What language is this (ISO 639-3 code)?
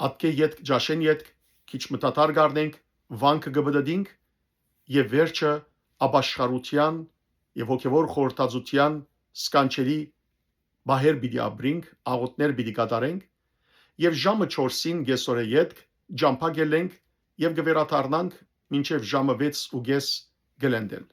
hyw